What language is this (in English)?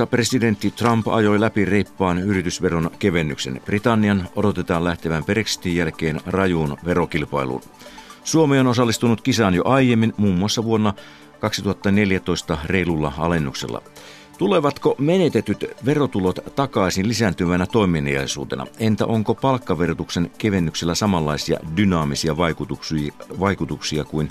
Finnish